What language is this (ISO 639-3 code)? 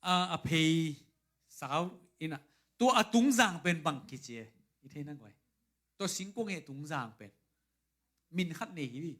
ctd